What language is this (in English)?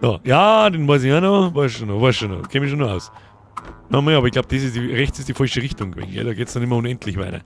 Bavarian